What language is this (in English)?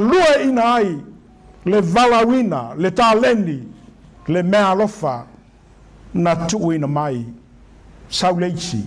Samoan